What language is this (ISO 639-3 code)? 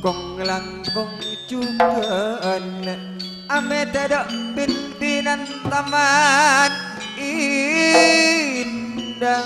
mad